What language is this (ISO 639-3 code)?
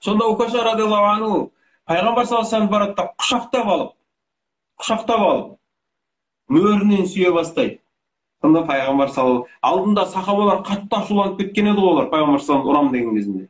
kaz